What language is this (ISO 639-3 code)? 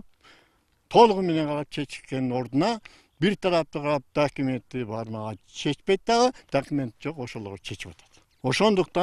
kir